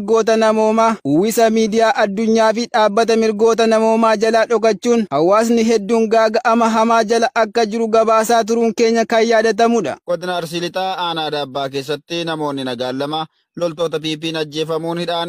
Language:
Oromo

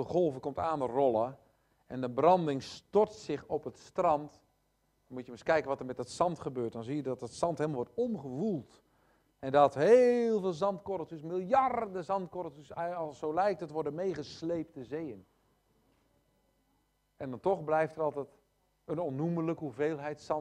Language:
Dutch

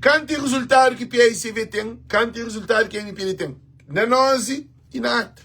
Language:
Kabuverdianu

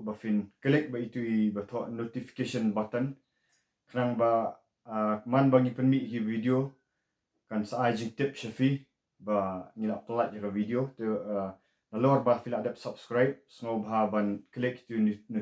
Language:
Khasi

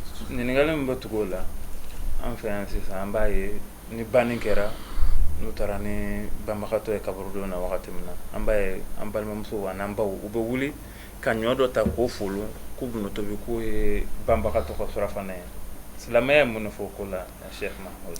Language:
Bambara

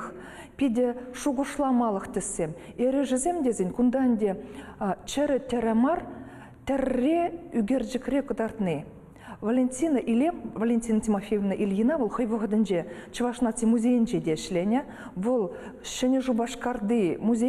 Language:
Chuvash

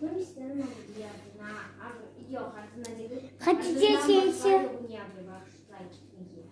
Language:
Crimean Tatar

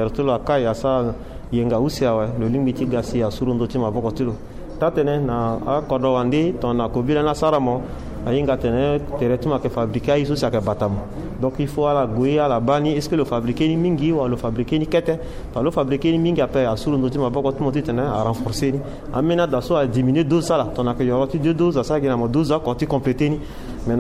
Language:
Sango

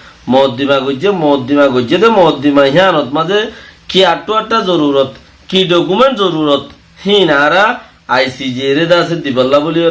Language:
Rohingya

